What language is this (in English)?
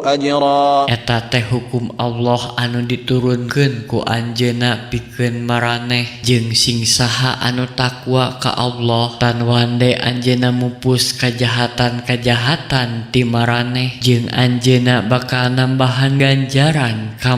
Sundanese